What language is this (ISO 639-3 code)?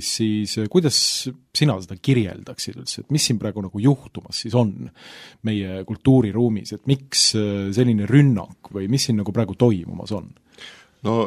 est